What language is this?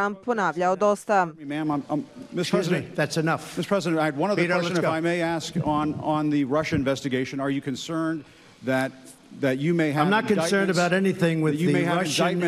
Bosnian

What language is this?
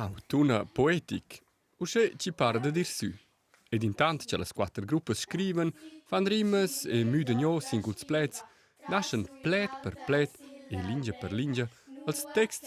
Romansh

